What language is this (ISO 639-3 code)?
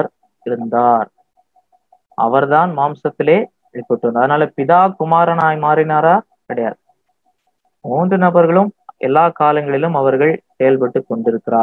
tam